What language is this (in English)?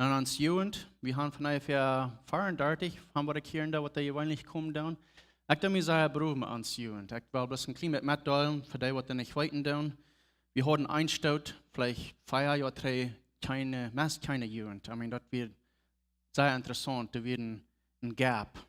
Plautdietsch